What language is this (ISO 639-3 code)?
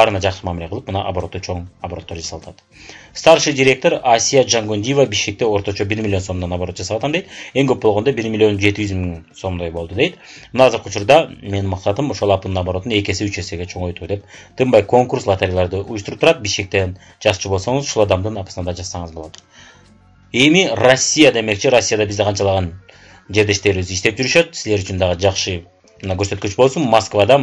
kir